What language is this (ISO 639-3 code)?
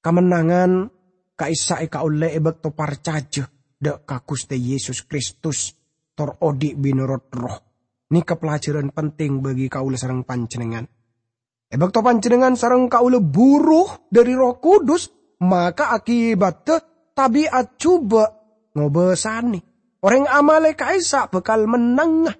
mad